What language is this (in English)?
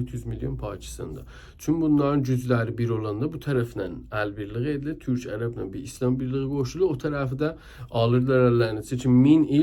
South Azerbaijani